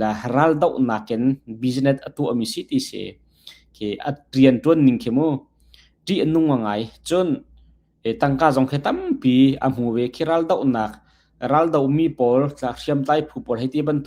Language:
Hakha Chin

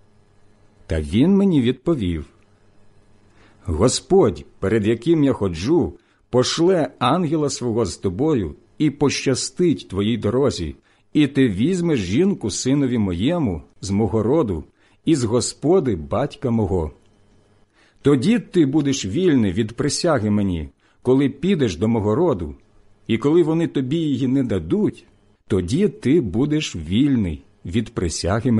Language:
Ukrainian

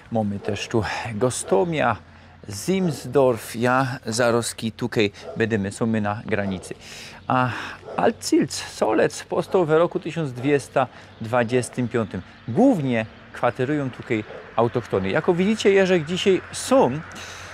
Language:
Silesian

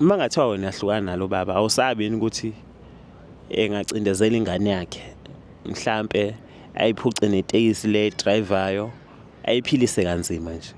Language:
Zulu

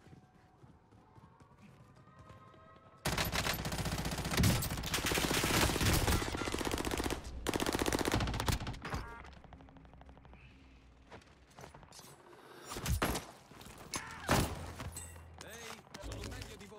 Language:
Italian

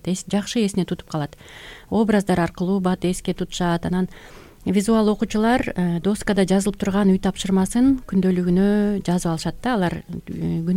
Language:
Kyrgyz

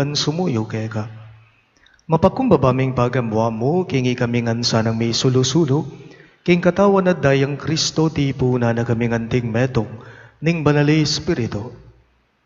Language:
Pampanga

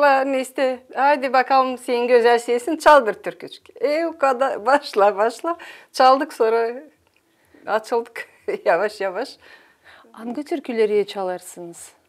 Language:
Gagauz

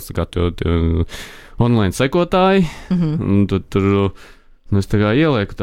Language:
Latvian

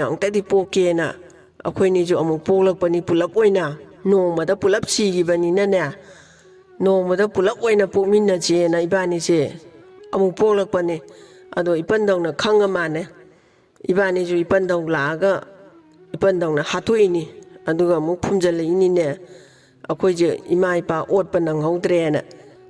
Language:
Manipuri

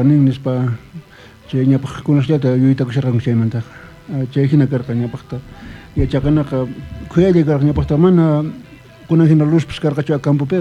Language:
South Bolivian Quechua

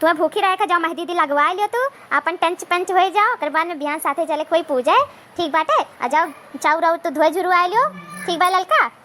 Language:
Awadhi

